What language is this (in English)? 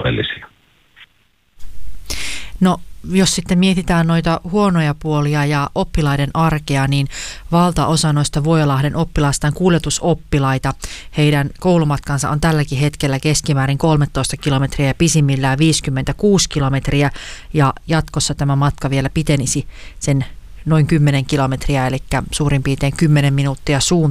Finnish